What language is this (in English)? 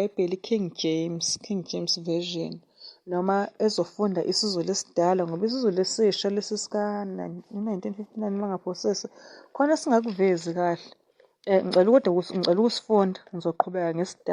Zulu